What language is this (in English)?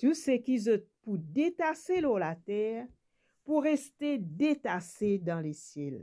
Morisyen